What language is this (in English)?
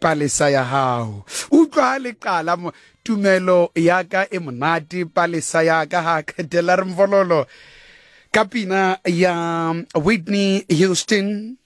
Southern Sotho